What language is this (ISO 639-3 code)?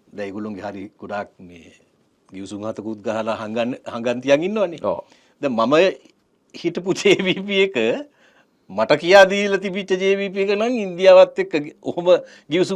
sin